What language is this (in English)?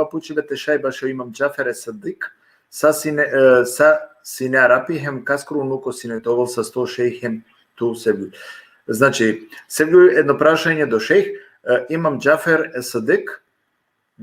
Balkan Romani